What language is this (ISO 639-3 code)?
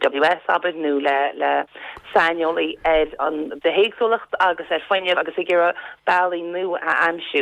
gle